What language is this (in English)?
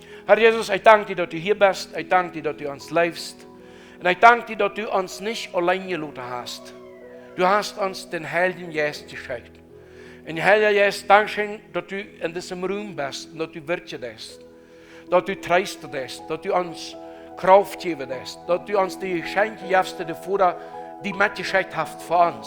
Plautdietsch